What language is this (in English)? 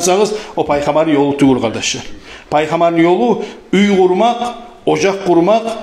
Kumyk